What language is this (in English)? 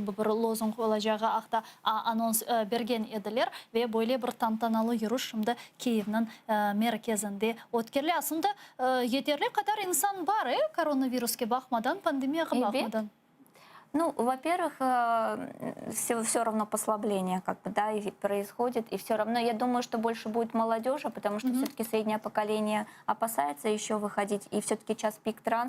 Crimean Tatar